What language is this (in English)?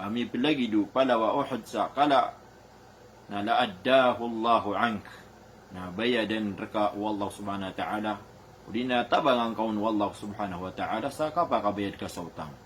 Maranao